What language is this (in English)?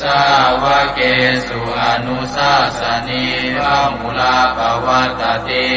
Pali